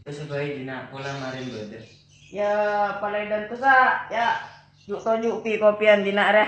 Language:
Madurese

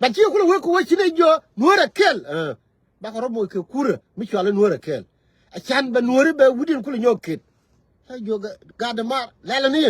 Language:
Nuer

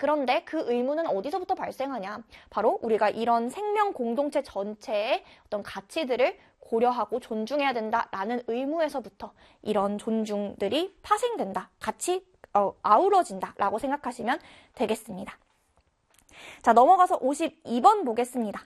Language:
Korean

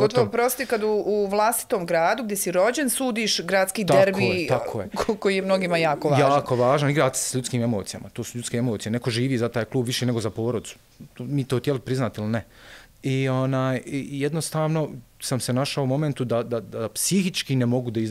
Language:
Bosnian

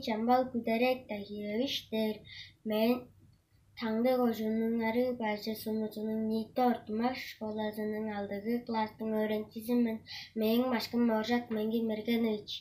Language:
Tuvinian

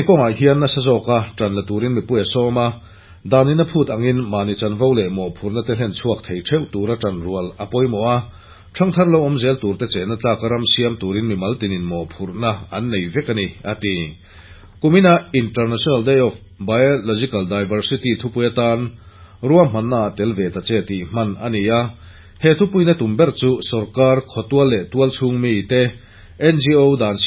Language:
Mizo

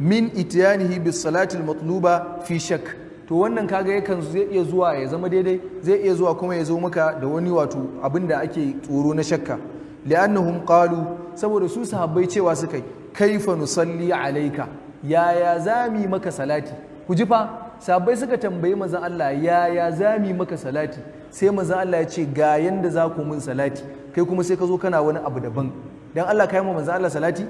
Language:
Hausa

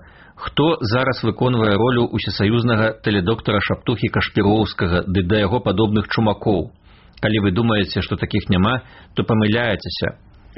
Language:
Belarusian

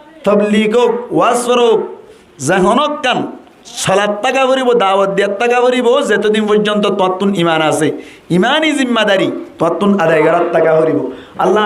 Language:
Rohingya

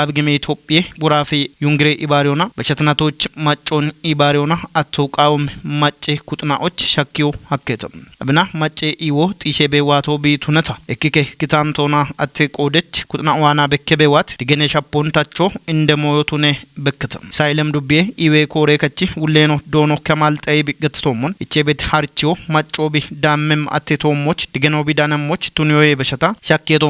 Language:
Kafa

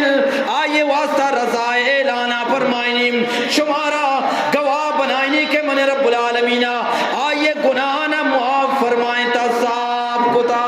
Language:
Eastern Balochi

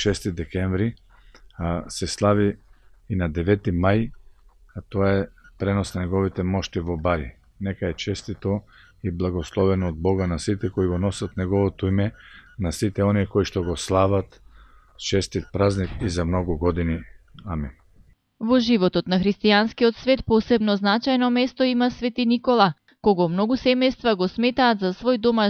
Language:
Macedonian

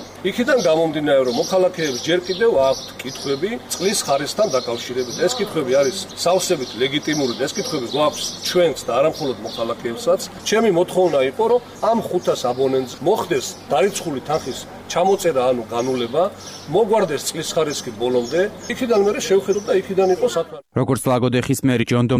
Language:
Georgian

